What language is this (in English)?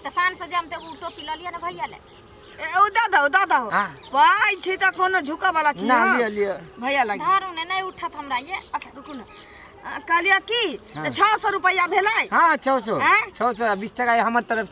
Maithili